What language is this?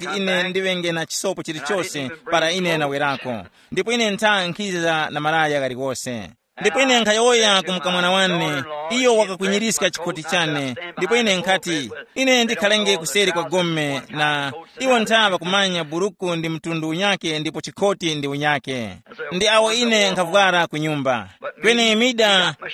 Tumbuka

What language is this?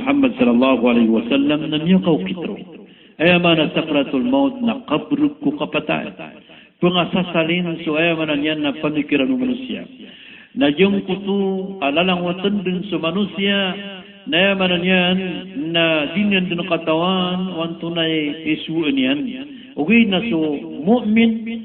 Maranao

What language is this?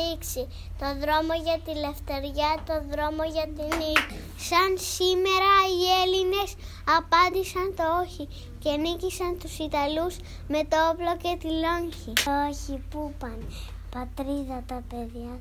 Greek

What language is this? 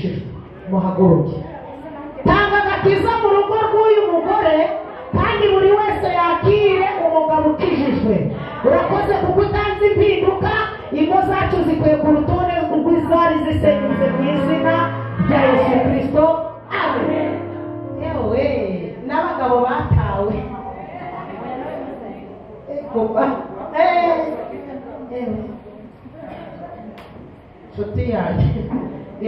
Kinyarwanda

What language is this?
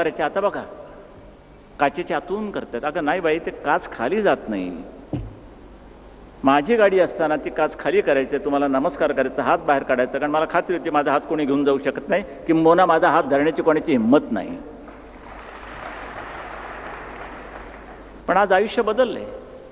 Marathi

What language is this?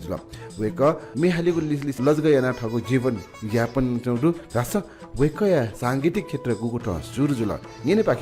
Newari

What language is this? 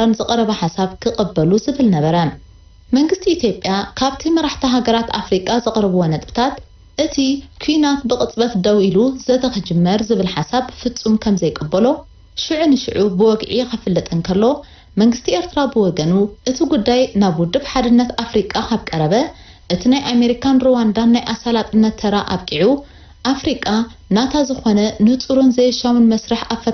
Tigrinya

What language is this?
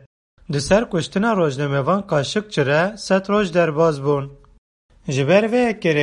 Kurdish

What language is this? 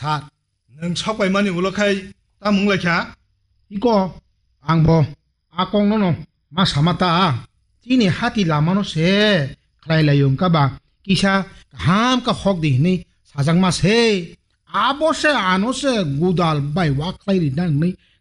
Kok Borok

